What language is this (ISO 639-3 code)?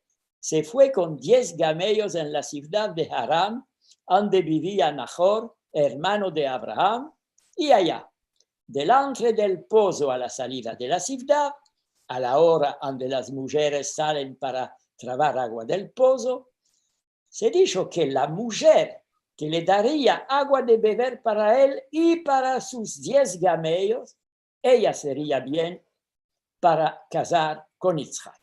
lad